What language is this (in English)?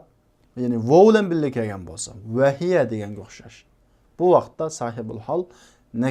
Uyghur